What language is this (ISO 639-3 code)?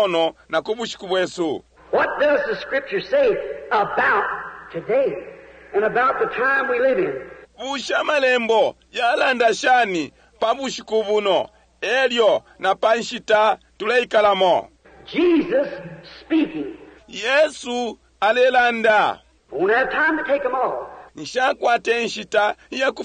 bem